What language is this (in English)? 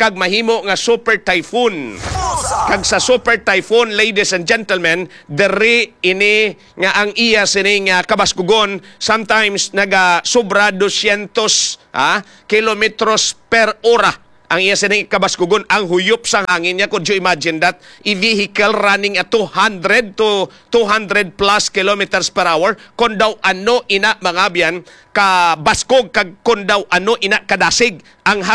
Hiligaynon